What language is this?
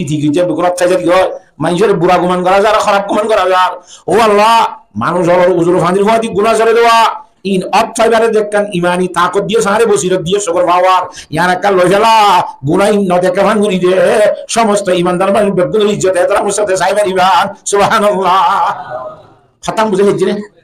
Rohingya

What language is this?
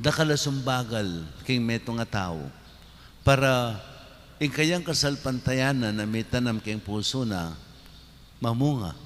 Pampanga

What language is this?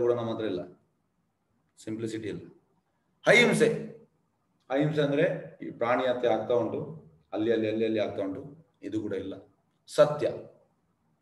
Kannada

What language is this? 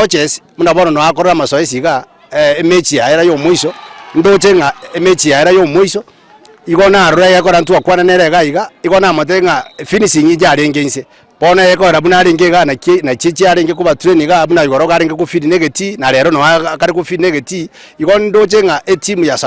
Gusii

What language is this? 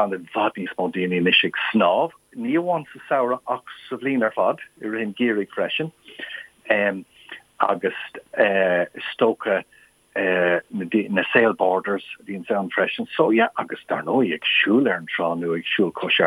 Irish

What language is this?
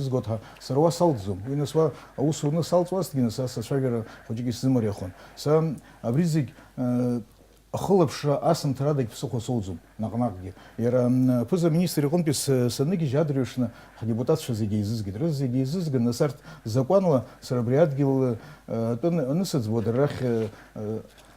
Abkhazian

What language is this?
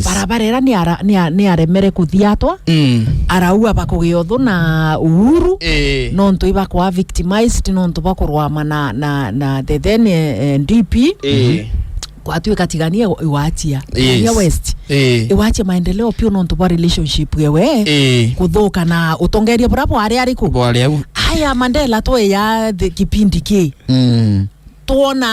Meru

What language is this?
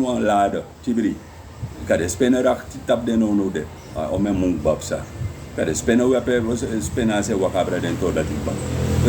Sranan Tongo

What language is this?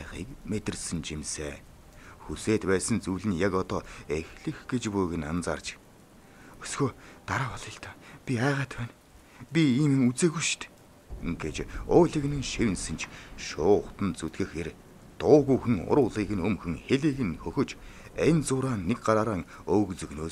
Mongolian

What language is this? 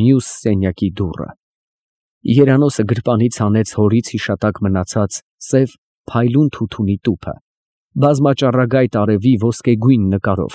Armenian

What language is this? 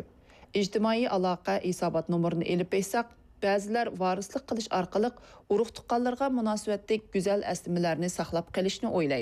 Uyghur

